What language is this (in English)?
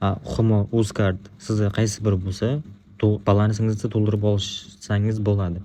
Uzbek